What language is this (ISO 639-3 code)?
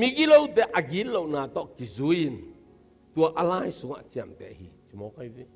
ctd